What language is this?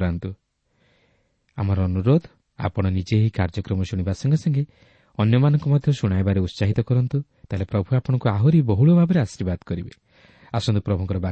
Odia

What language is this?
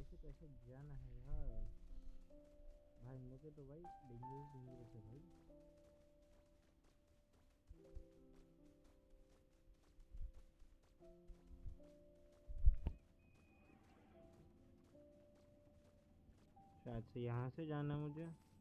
Hindi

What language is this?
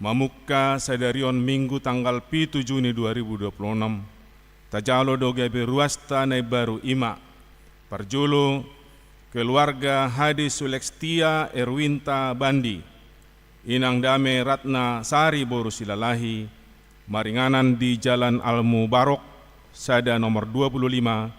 Batak Toba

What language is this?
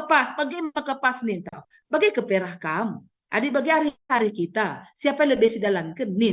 Batak Karo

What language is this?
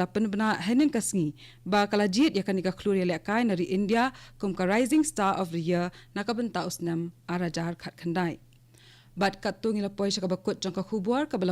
Khasi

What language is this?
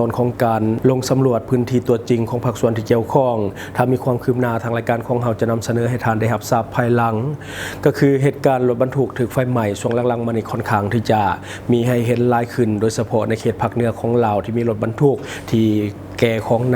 Lao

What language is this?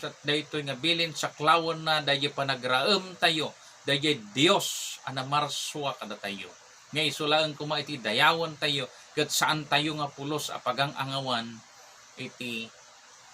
Iloko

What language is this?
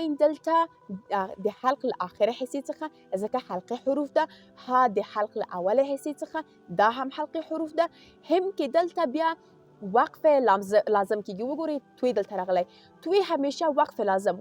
Pashto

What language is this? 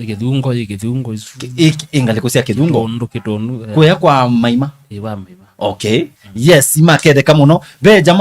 Kamba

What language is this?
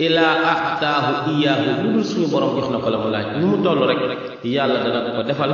Wolof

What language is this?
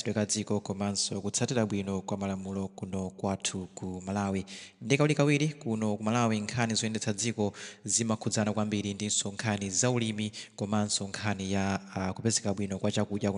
Nyanja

